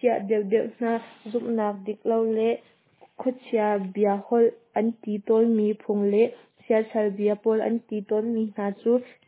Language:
Hakha Chin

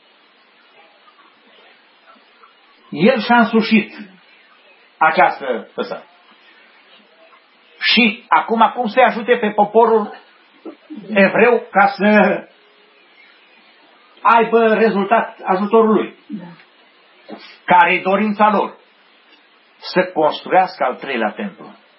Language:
Romanian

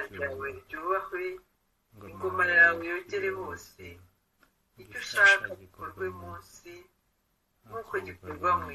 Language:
Kinyarwanda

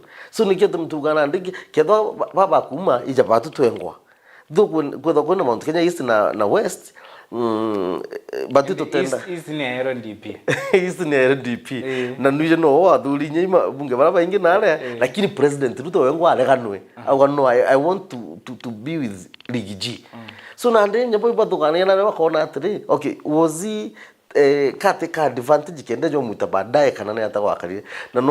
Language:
Meru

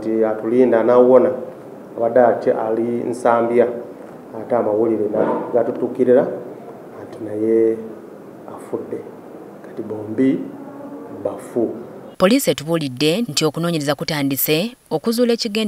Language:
Ganda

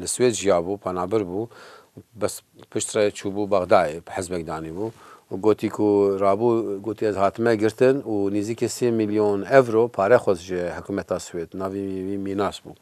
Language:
Kurdish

